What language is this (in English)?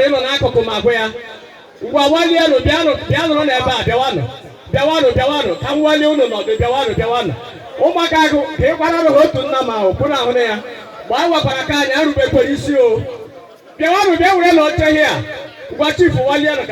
Igbo